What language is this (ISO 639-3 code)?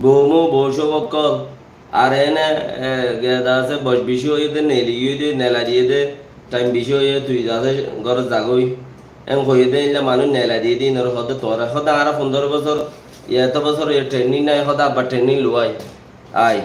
rhg